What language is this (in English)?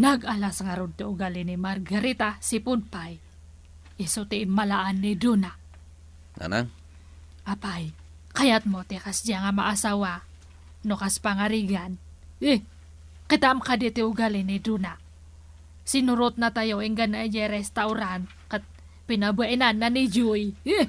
Iloko